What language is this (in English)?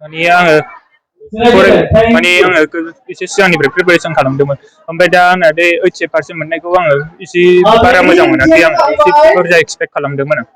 Bodo